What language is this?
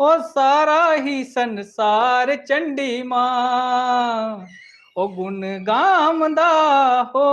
Dogri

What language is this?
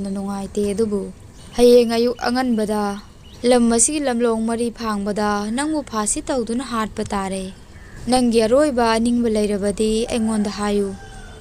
Manipuri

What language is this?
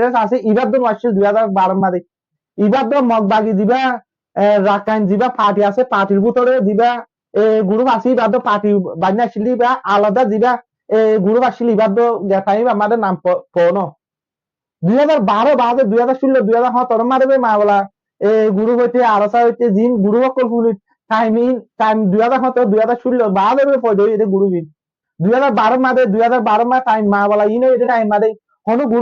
Rohingya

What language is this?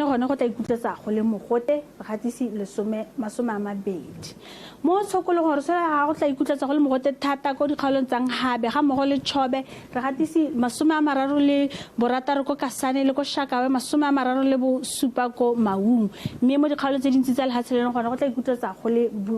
Tswana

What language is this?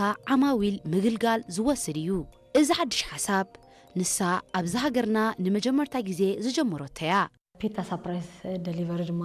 Tigrinya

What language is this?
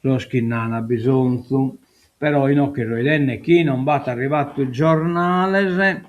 Sardinian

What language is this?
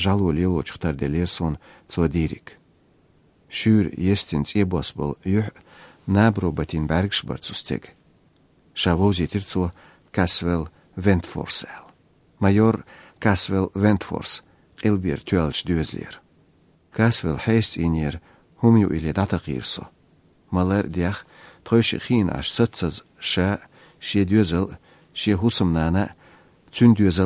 Chechen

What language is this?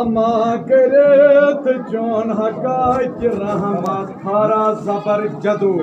Kashmiri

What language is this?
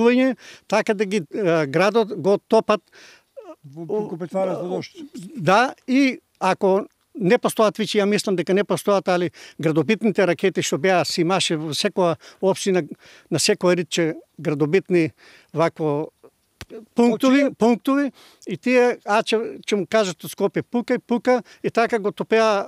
Macedonian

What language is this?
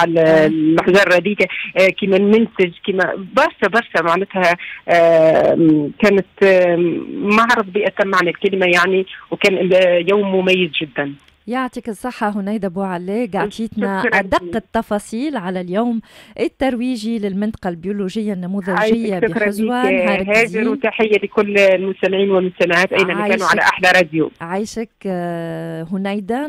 Tunisian Arabic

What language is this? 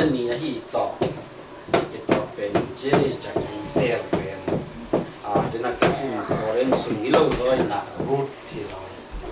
Tedim Chin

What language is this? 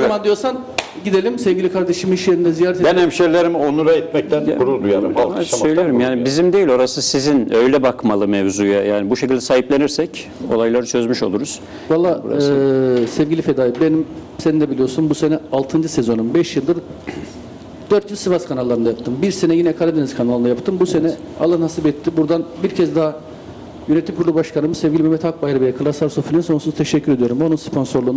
Turkish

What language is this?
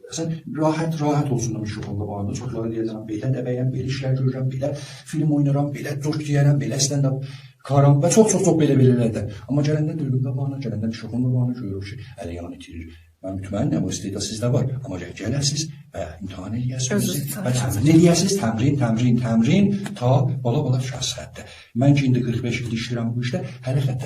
South Azerbaijani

